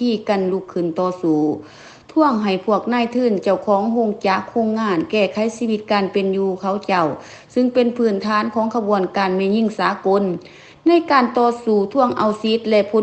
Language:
Lao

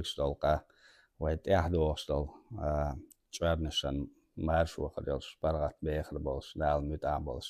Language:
Chechen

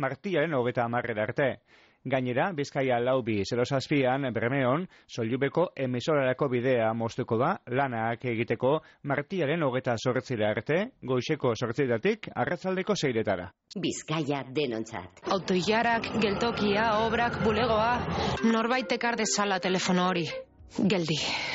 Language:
Basque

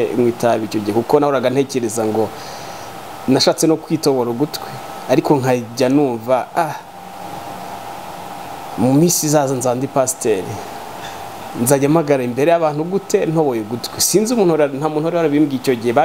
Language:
Kinyarwanda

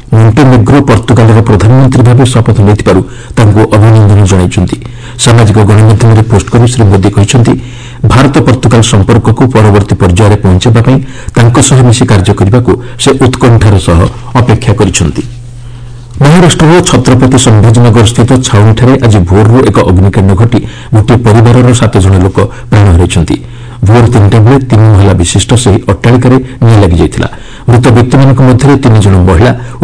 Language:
Odia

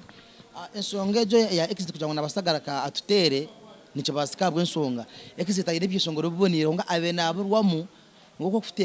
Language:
Nyankole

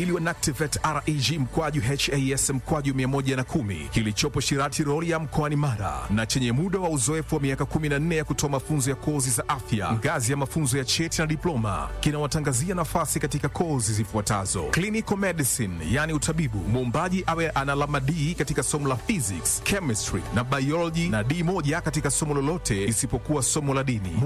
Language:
Swahili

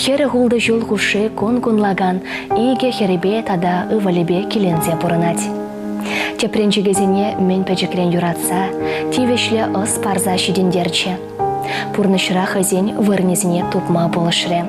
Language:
Chuvash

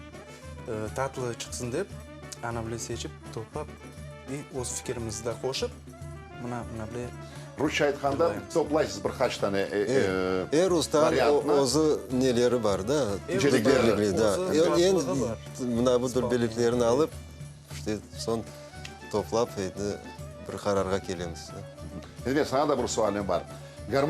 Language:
Crimean Tatar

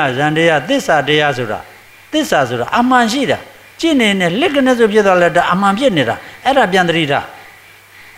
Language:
Burmese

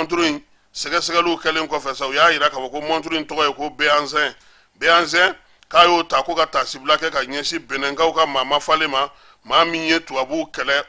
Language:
Bambara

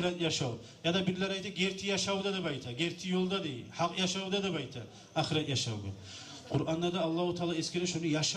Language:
Kumyk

